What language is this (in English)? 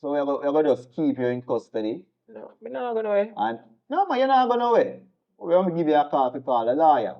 Jamaican Creole English